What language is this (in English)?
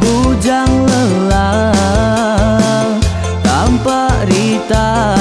Iban